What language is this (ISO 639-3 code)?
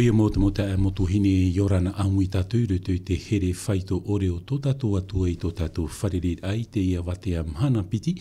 tah